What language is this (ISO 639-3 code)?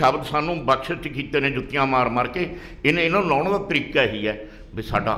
pan